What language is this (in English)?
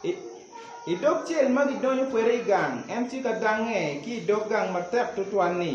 Acoli